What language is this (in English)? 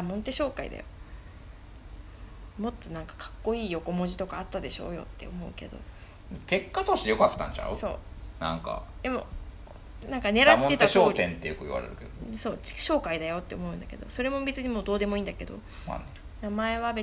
Japanese